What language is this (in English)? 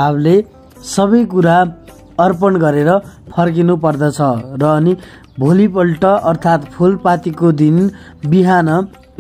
Nepali